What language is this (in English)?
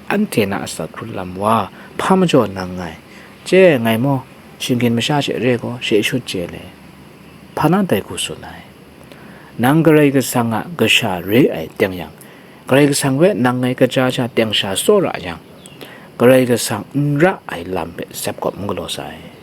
Kachin